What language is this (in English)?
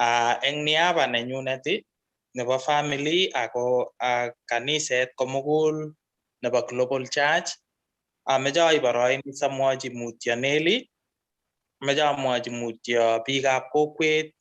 Kalenjin